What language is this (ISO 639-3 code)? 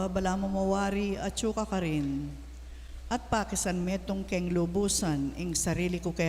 pam